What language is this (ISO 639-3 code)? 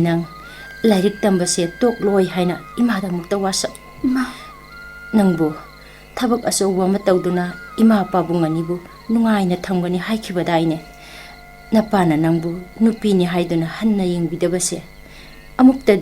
mni